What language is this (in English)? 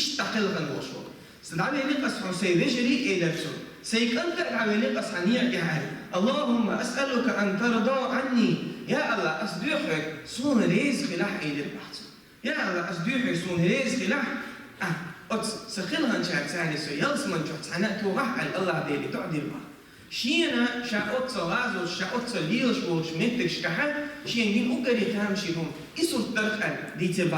Chechen